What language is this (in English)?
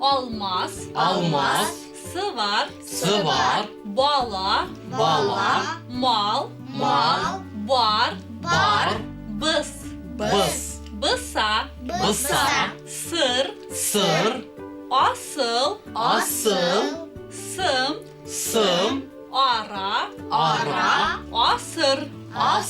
Bashkir